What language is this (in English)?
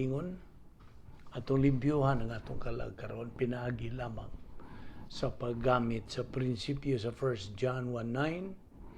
Cebuano